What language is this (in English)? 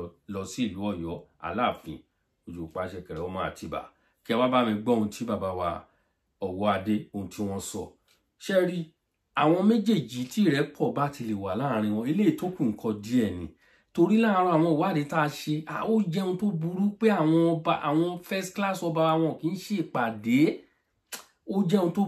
Yoruba